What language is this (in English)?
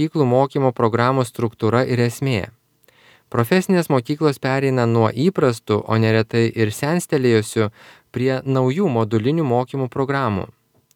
Lithuanian